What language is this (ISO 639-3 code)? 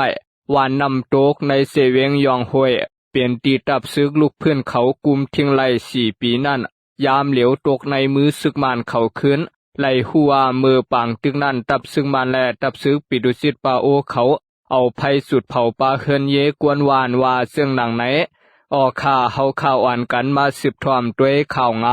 lao